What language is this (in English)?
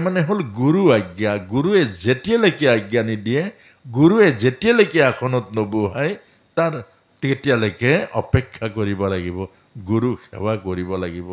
Assamese